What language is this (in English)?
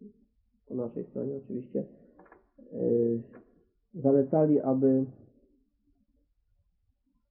Polish